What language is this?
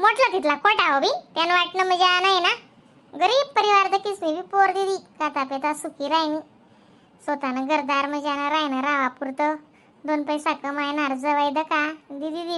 Khandesi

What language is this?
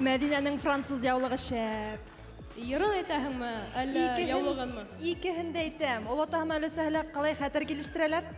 Bashkir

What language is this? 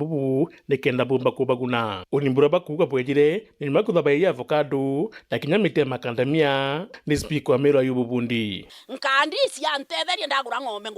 Meru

